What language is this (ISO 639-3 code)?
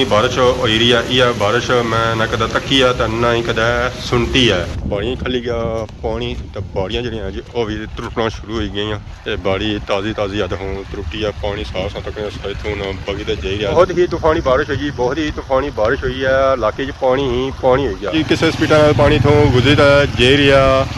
phr